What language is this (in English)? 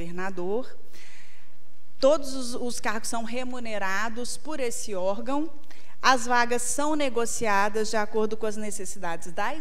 Portuguese